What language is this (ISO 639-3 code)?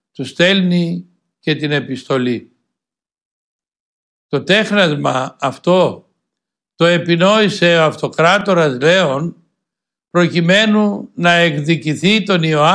ell